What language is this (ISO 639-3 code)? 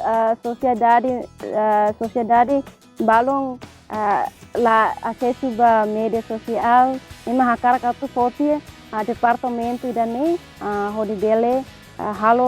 tet